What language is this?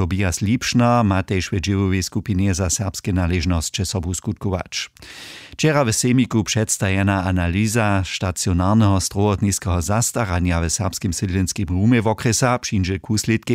Upper Sorbian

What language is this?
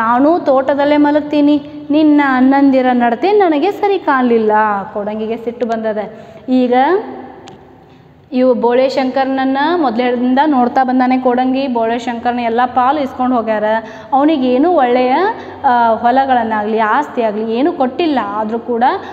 Kannada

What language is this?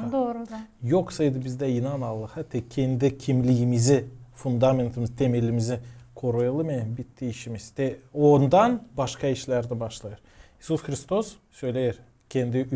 Gagauz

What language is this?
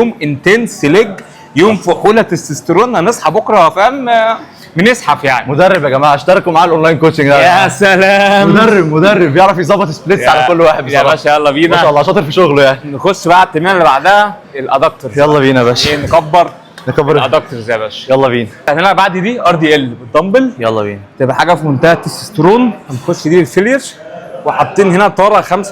Egyptian Arabic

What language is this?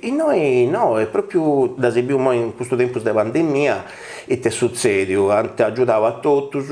Sardinian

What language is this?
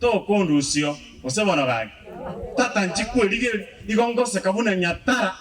Gusii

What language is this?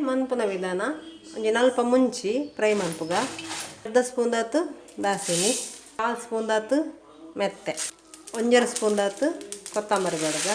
Tulu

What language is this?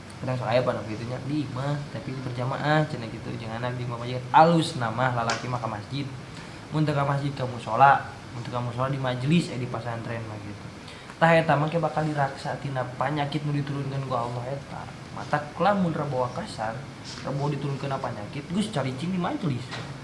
Sundanese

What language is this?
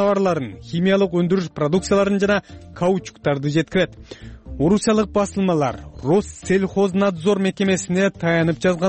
Kyrgyz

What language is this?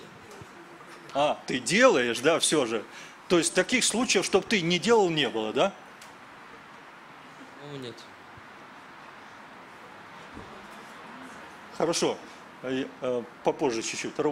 Russian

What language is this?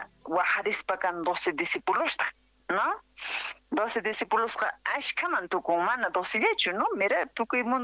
South Bolivian Quechua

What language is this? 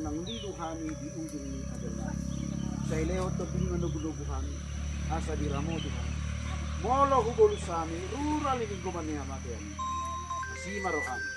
Batak Toba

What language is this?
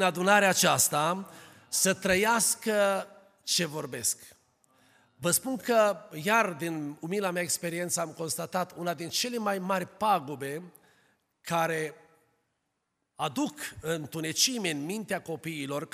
Romanian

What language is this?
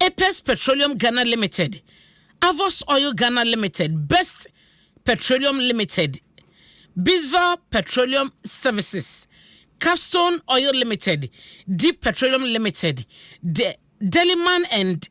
Akan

